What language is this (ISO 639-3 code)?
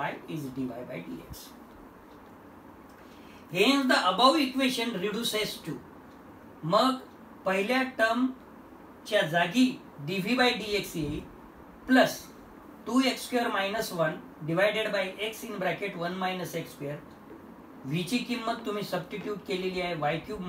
mar